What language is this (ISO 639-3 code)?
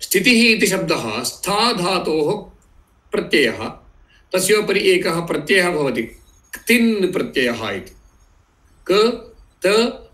san